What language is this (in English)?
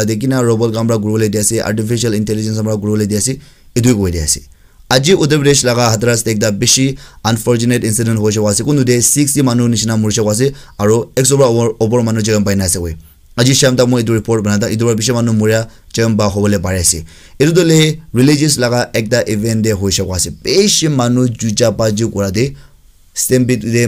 Naga Pidgin